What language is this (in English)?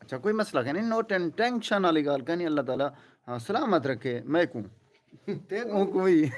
Saraiki